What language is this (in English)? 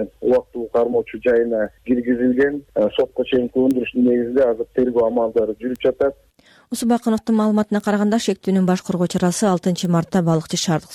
Kyrgyz